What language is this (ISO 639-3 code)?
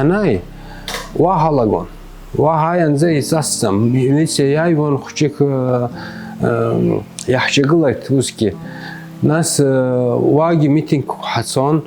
abk